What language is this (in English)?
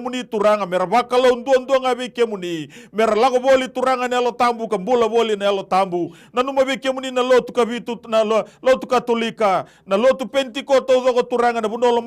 Fijian